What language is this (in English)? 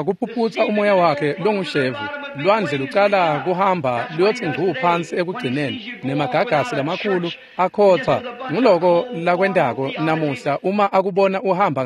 Swati